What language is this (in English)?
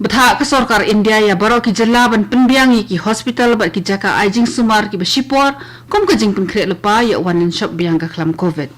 Khasi